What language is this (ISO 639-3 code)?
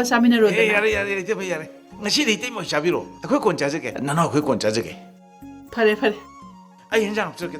mni